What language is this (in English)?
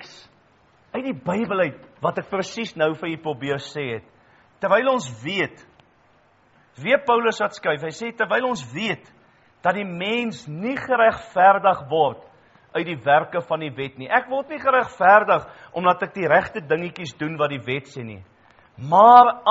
Afrikaans